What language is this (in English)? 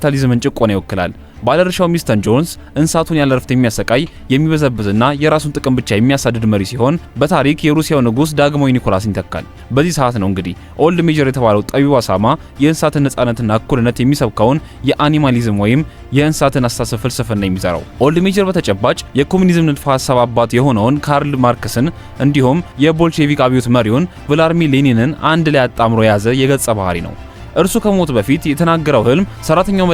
Amharic